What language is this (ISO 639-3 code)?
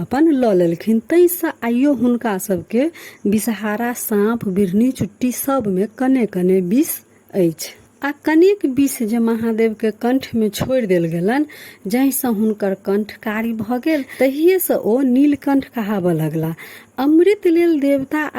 mai